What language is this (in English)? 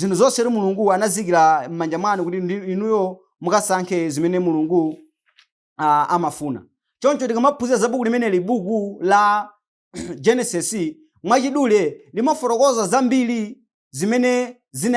Nyanja